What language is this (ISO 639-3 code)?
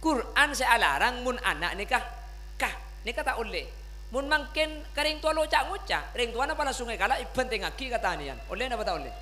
mad